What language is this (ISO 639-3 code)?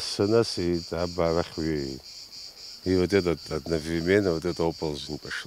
abk